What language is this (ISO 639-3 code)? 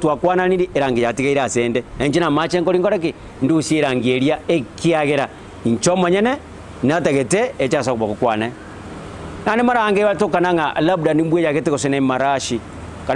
guz